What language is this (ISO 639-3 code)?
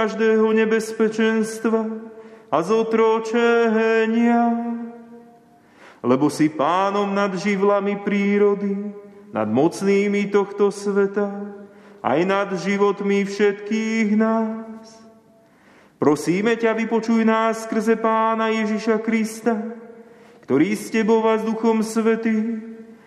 slk